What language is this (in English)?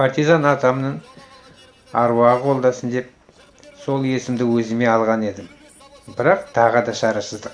Kazakh